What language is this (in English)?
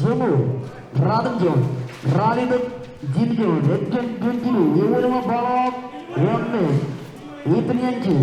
Marshallese